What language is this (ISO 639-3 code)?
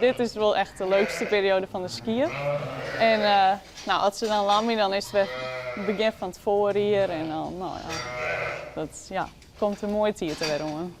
fry